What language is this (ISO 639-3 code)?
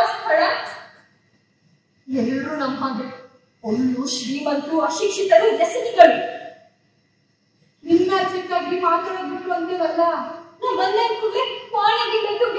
kan